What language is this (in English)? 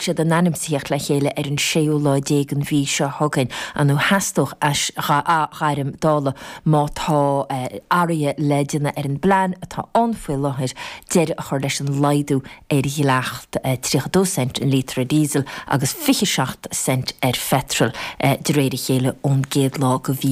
Irish